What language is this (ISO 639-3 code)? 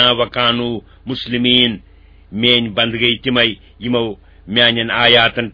kas